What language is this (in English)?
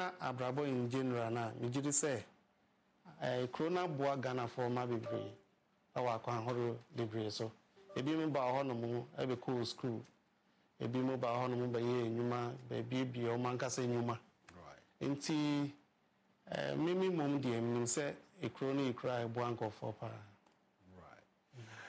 Akan